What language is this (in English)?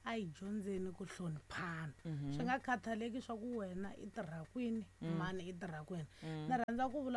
Tsonga